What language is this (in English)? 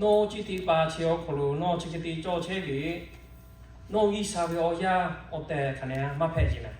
Lahu